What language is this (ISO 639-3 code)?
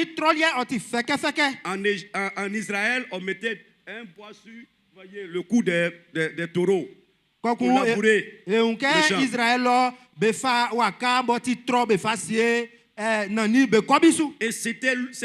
bci